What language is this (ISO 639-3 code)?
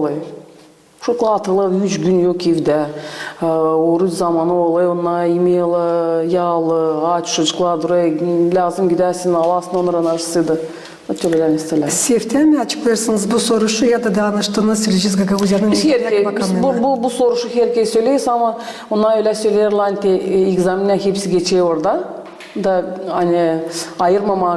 gag